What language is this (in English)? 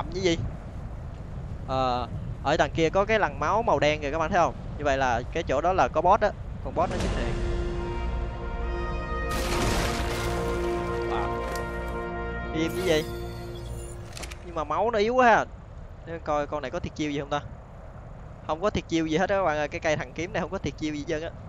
Vietnamese